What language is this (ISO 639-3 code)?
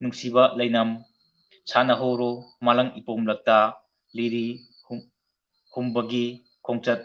mni